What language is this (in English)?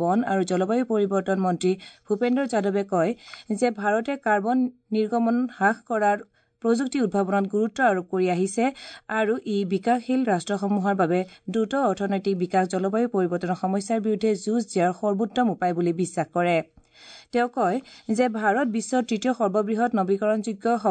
Assamese